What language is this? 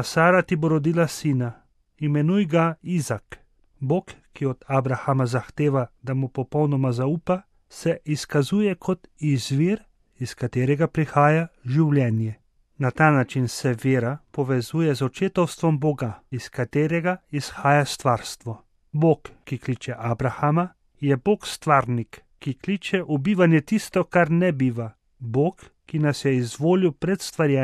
Slovenian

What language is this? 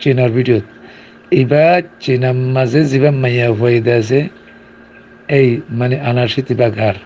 Rohingya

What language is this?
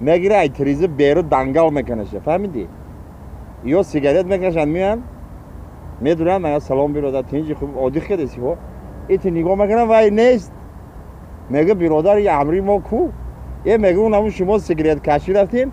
Tajik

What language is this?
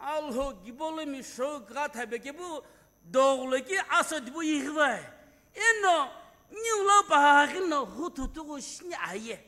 Sumi Naga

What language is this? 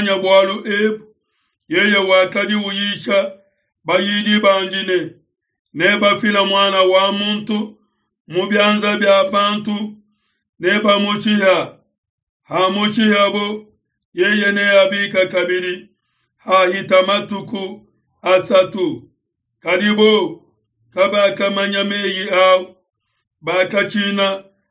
Luba-Lulua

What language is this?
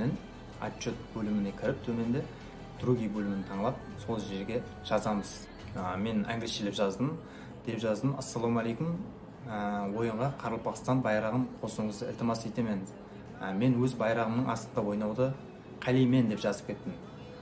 Kara-Kalpak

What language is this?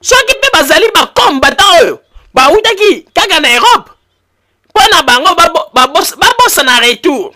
Lingala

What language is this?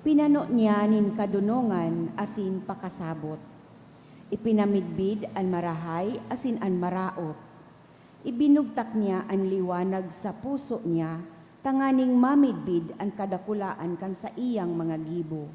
Bikol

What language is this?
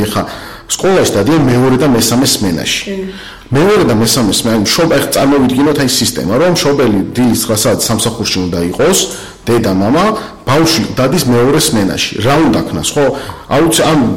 Georgian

